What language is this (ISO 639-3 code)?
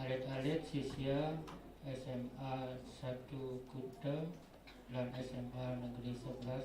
ban